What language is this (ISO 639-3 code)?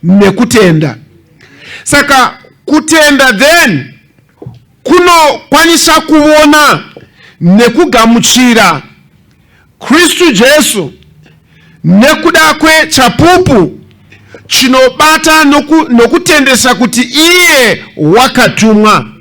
sna